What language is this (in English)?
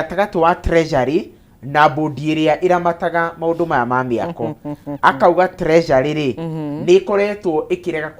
Kikuyu